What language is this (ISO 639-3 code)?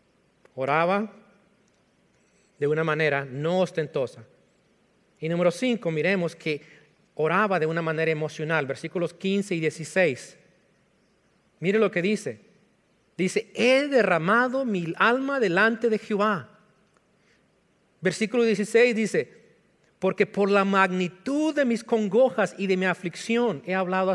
spa